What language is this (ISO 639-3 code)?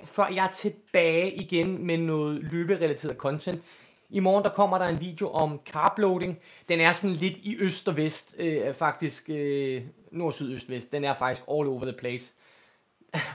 dan